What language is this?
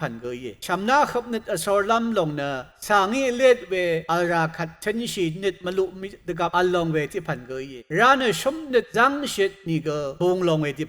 Rawang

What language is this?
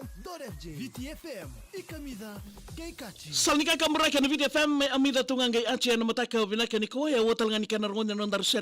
Fijian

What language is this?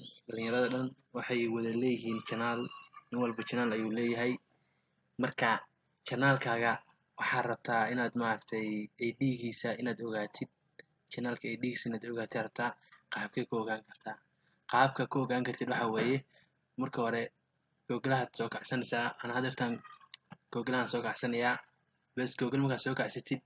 Somali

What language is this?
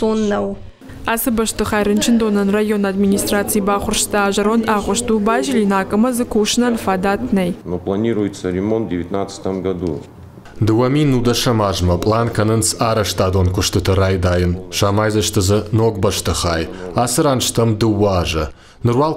Ossetic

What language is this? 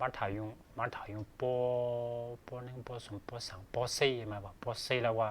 Lao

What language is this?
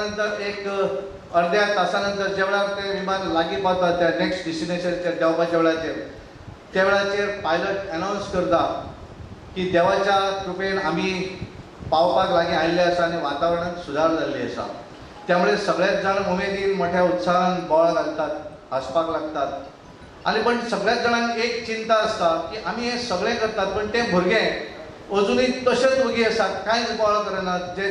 Konkani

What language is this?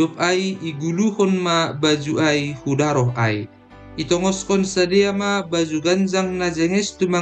Batak Simalungun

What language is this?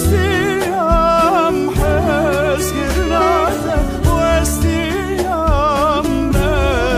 Kurdish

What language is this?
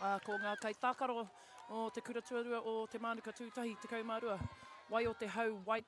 Māori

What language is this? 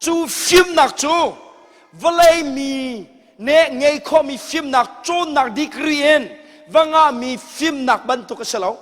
Hakha Chin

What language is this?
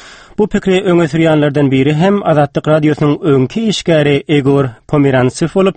Turkmen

